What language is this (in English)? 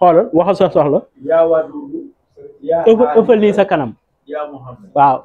Wolof